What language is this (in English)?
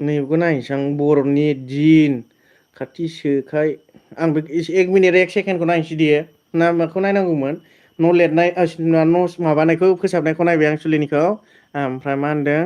Bodo